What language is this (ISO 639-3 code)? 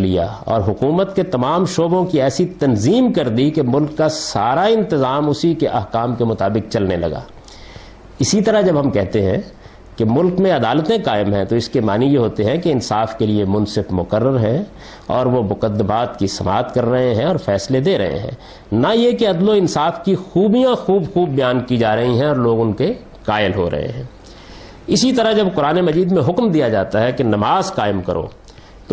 urd